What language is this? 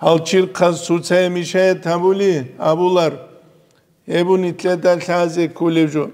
Avaric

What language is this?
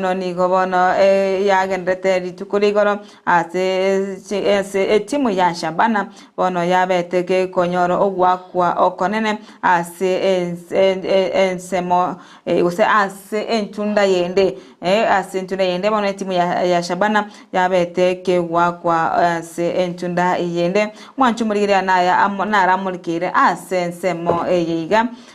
Gusii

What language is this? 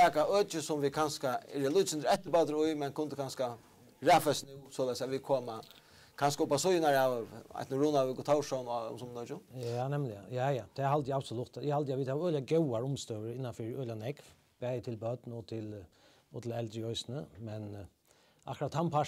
Faroese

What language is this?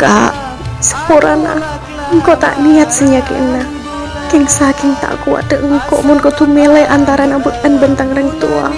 Madurese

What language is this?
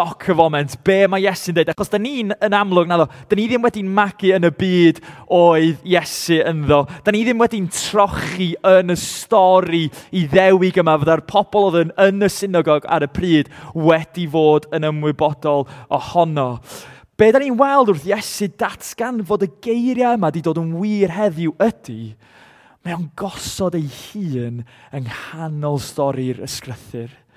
Welsh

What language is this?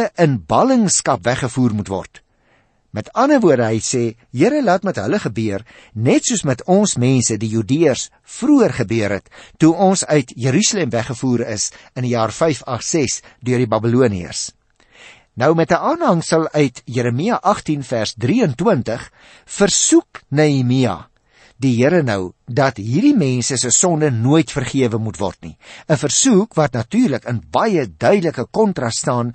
Afrikaans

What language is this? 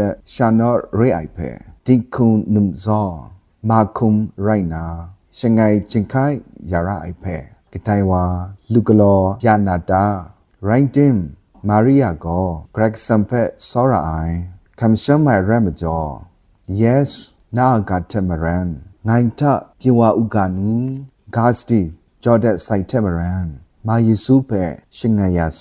Kachin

